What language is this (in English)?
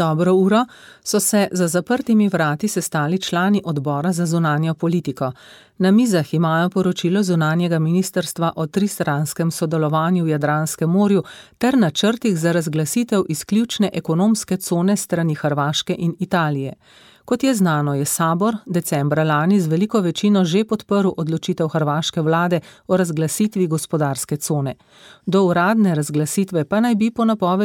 Slovenian